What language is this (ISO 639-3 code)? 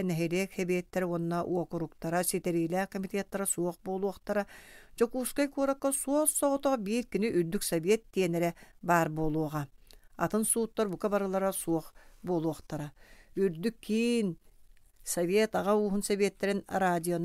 sah